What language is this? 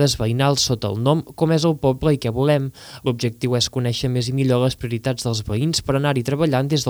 Catalan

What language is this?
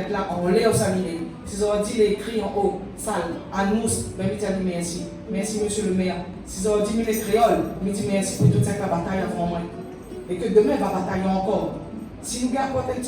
Réunion Creole French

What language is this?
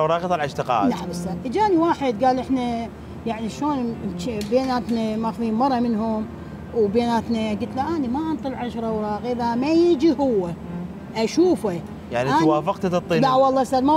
Mesopotamian Arabic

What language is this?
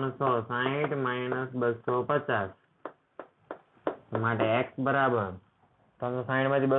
Gujarati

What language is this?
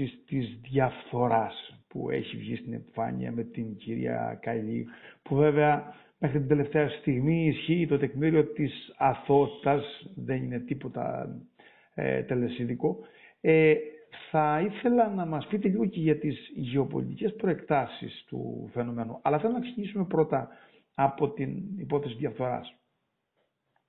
Greek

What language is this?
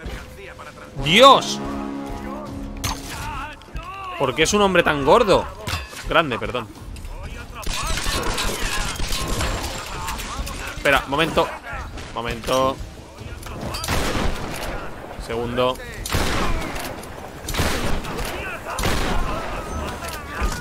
Spanish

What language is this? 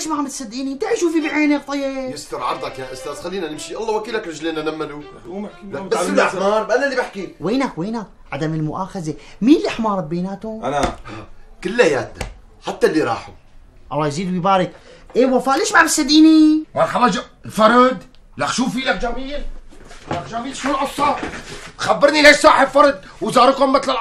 North Levantine Arabic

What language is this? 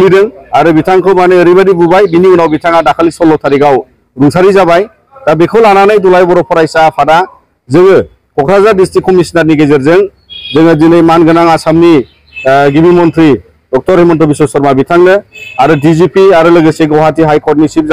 Bodo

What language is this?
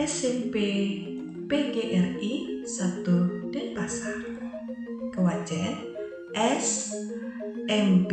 Balinese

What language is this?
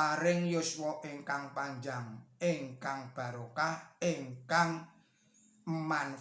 Javanese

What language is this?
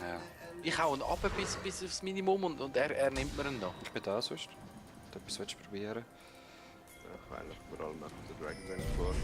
Swiss German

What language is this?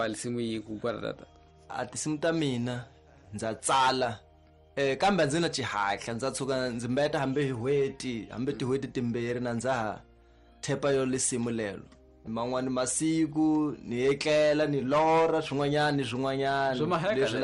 Tsonga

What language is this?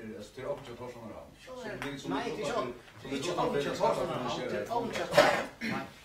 Faroese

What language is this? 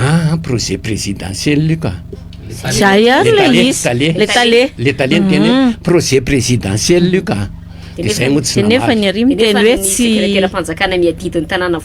Malagasy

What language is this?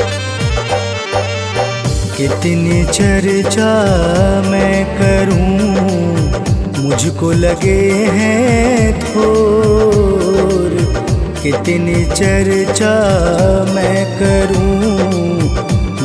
Hindi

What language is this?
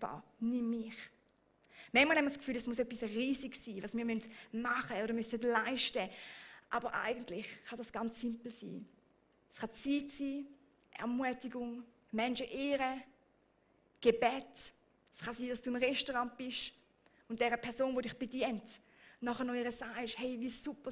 Swiss German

